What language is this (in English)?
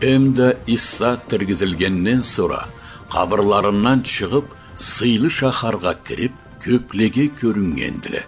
Karachay-Balkar